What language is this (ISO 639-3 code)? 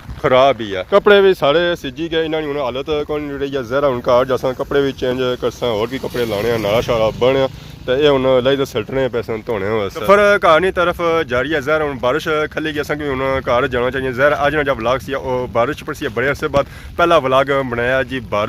phr